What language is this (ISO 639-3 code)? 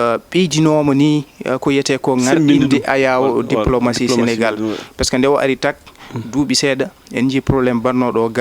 ful